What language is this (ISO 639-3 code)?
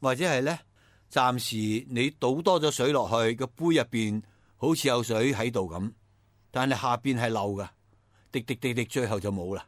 yue